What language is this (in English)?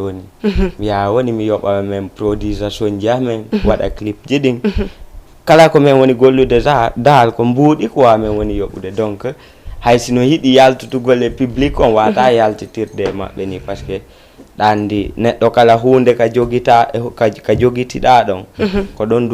Fula